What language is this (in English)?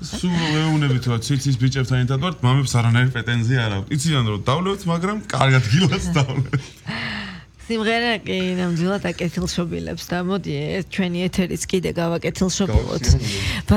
Georgian